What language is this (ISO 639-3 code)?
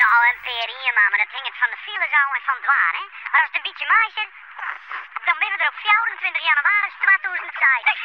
fry